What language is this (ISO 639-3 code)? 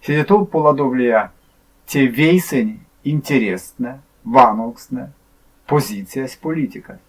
myv